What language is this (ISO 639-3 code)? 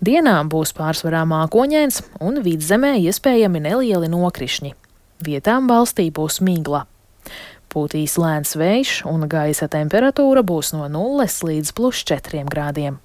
lav